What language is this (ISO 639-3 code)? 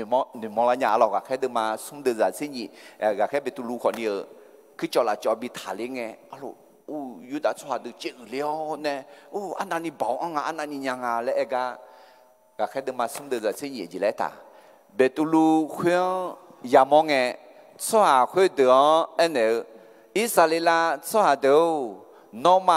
ahk